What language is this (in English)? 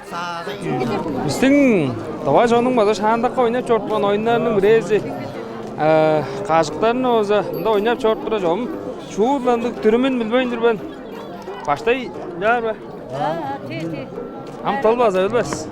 Tuvinian